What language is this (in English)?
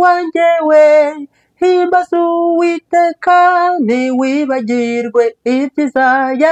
Kinyarwanda